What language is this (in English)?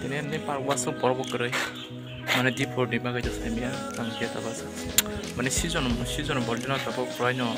Kok Borok